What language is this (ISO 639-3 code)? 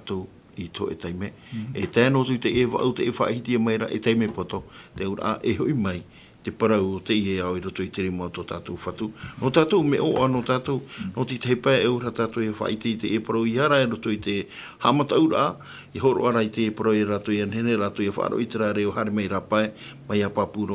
tah